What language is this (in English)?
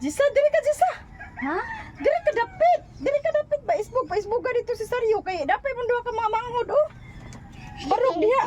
Cebuano